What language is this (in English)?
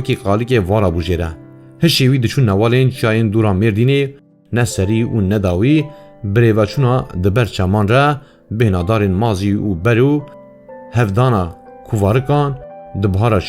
Kurdish